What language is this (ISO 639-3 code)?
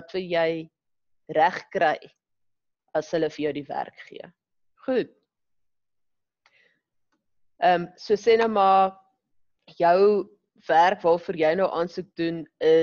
afr